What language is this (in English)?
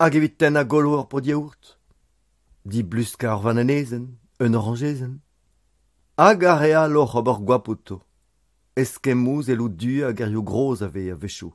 Breton